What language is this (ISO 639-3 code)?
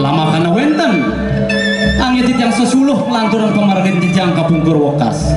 ban